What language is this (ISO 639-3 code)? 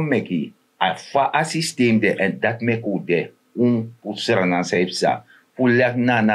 srn